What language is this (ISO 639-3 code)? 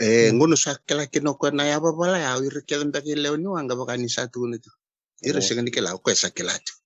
fij